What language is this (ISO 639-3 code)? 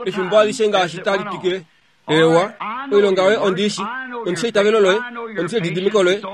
kua